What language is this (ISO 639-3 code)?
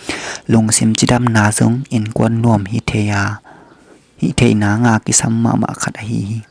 ctd